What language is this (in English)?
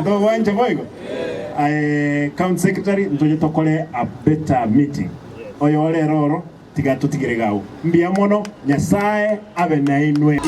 Gusii